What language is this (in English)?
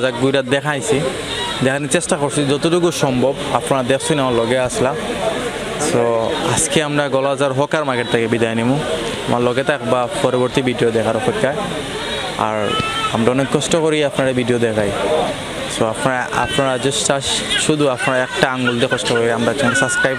Sylheti